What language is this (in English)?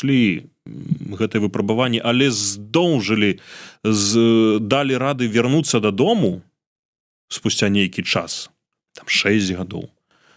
Belarusian